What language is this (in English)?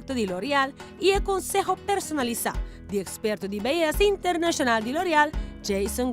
Papiamento